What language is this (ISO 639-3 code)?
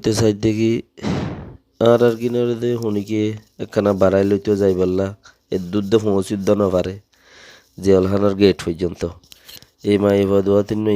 rhg